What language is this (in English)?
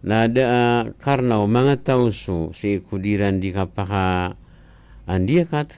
Maranao